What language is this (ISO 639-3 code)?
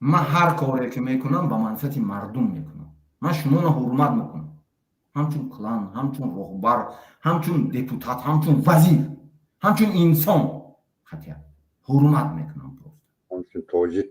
tgk